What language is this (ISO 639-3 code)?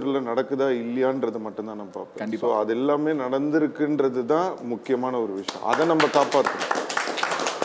tam